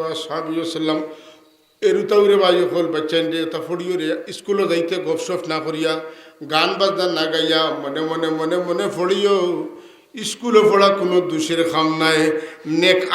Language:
Sylheti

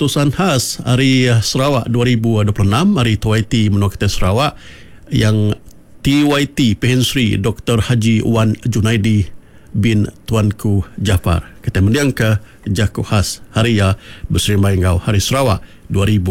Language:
Iban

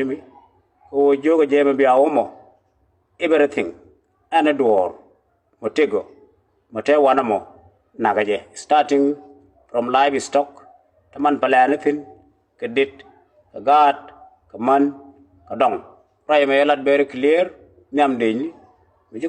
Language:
Nuer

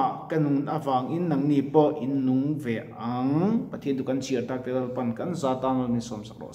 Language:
Mizo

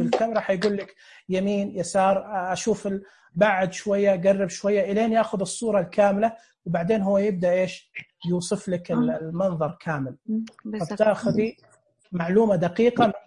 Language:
Najdi Arabic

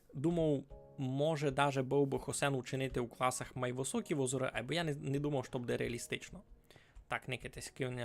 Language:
Rusyn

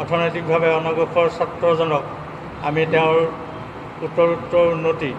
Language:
Assamese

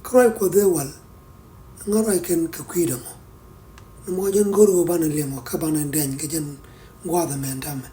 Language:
Nuer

